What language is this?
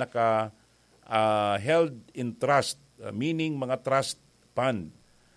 Bikol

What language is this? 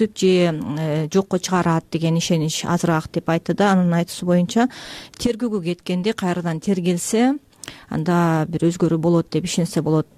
Kyrgyz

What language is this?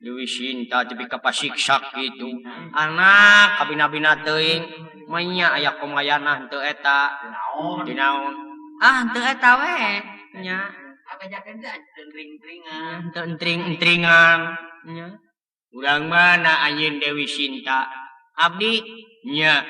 Sundanese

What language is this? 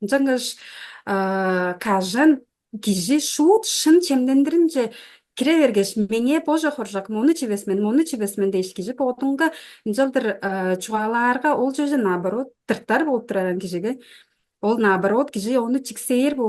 Tuvinian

